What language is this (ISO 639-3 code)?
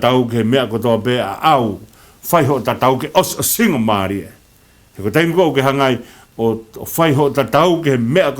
ton